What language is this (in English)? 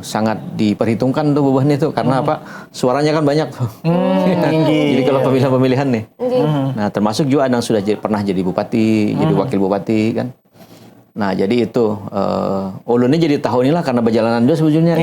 Banjar